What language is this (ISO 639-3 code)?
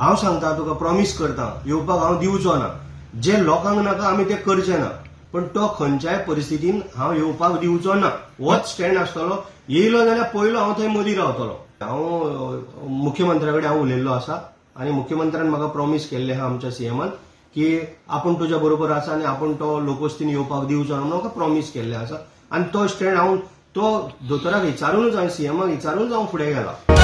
kok